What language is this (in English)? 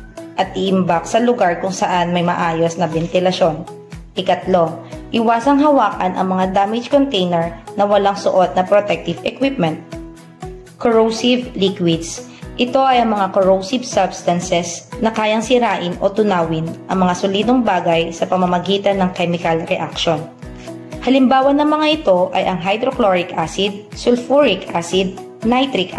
Filipino